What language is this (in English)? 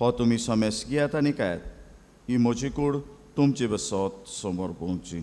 Konkani